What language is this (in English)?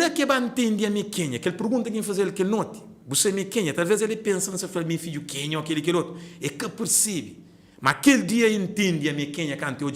Kabuverdianu